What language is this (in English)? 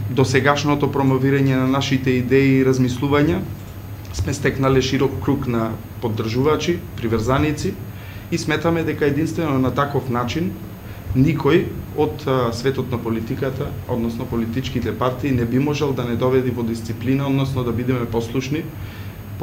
Macedonian